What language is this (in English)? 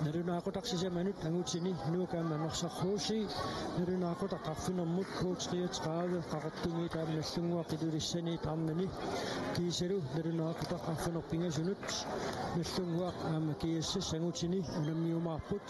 Kalaallisut